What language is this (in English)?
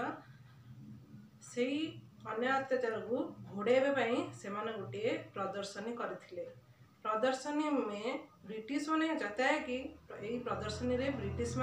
Odia